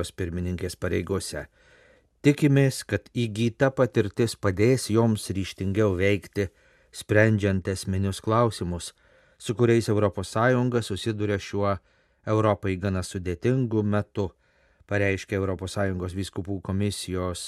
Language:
Lithuanian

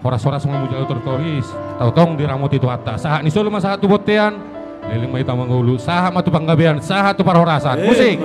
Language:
Batak Toba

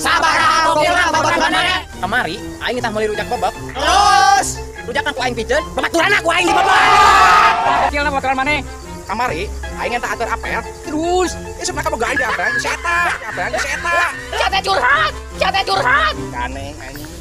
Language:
Sundanese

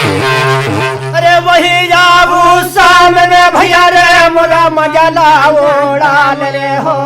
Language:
Chhattisgarhi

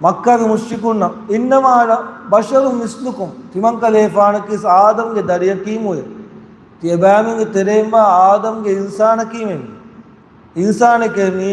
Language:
Divehi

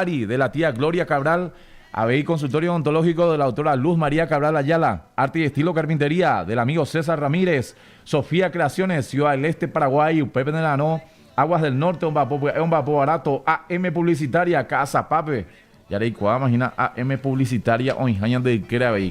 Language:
Guarani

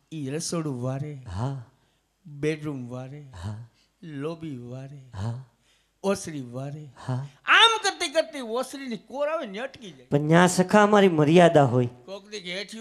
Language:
Gujarati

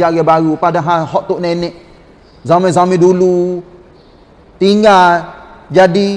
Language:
Malay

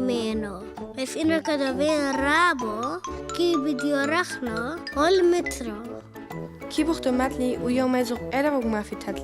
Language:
Turoyo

